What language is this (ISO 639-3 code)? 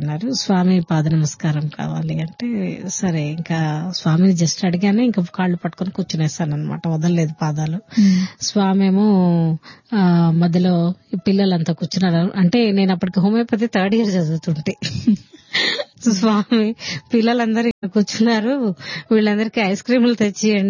tel